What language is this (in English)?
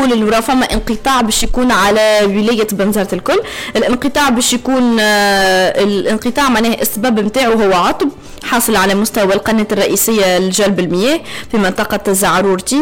Tunisian Arabic